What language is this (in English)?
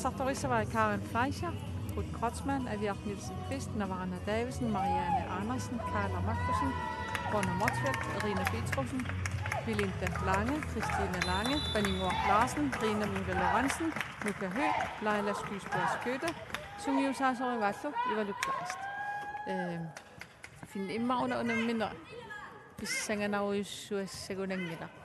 Kalaallisut